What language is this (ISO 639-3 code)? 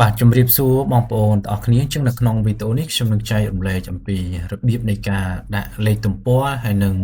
khm